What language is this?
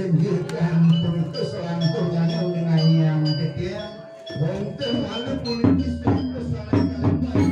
Balinese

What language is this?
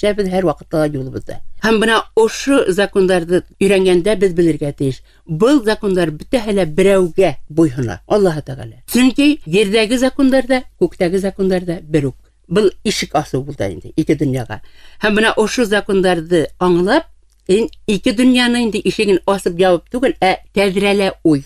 Bashkir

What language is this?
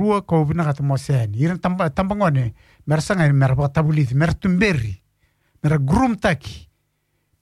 Fijian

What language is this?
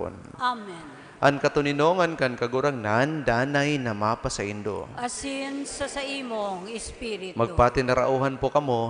Bikol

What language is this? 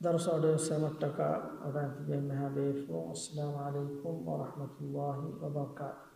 Divehi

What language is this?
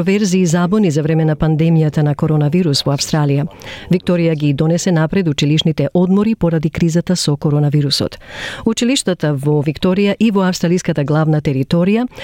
Macedonian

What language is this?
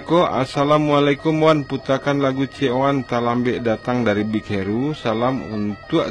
Minangkabau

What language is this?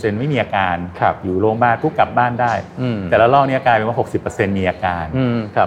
Thai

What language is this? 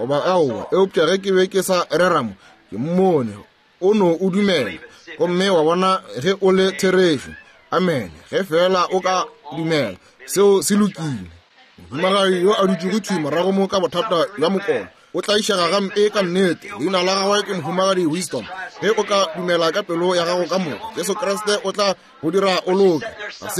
Northern Sotho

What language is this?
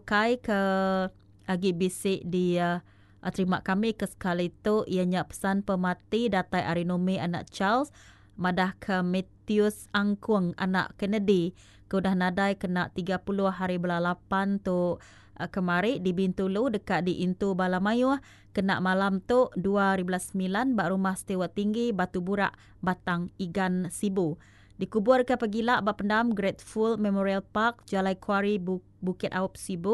Iban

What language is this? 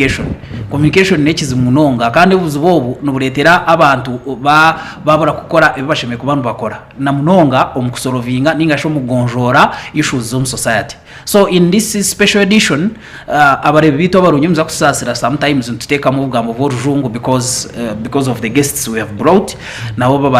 Nyankole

